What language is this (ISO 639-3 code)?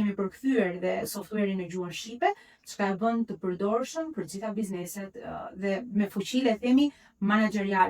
sqi